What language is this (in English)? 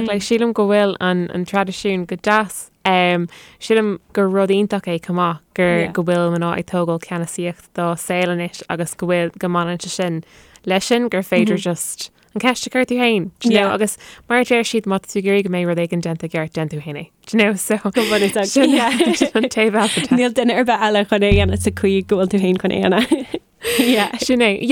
Irish